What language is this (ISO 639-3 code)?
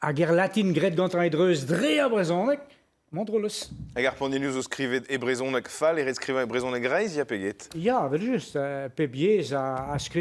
bre